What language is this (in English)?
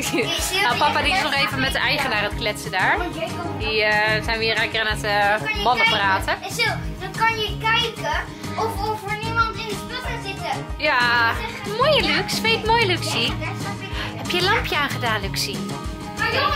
Dutch